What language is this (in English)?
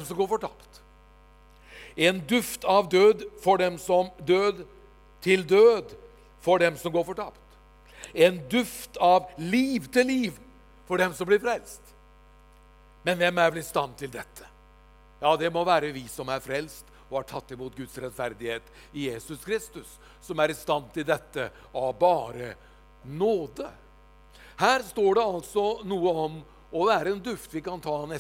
Norwegian